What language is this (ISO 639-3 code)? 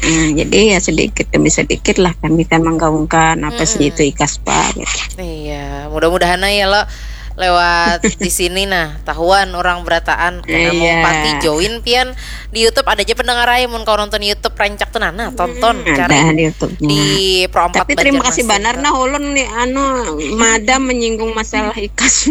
bjn